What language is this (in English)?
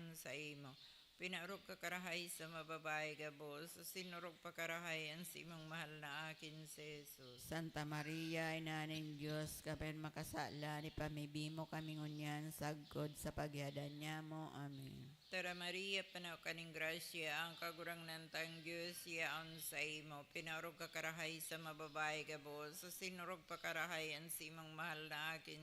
Bikol